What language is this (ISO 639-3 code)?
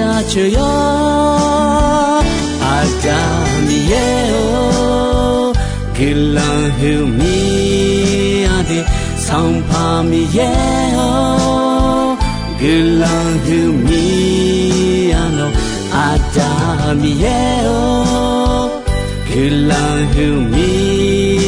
ahk